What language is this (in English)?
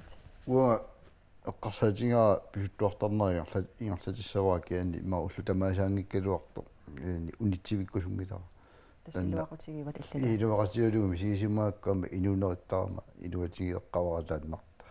Kalaallisut